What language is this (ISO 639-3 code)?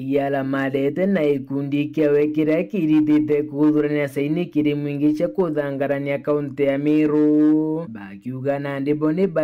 mer